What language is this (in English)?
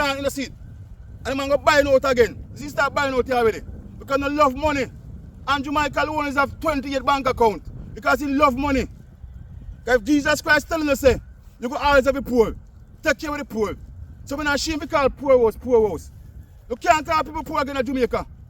Jamaican Creole English